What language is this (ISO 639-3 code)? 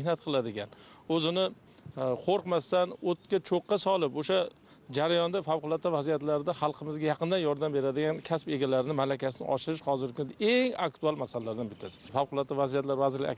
uzb